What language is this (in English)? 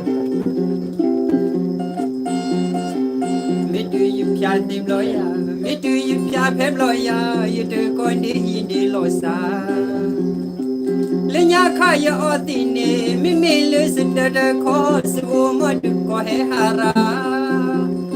S'gaw Karen